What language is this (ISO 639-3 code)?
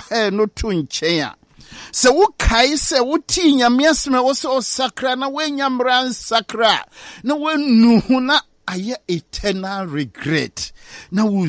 aka